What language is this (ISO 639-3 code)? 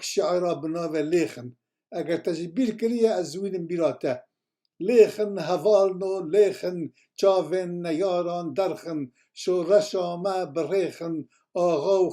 kur